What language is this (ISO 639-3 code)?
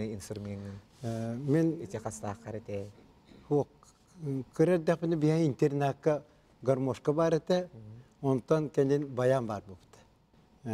sah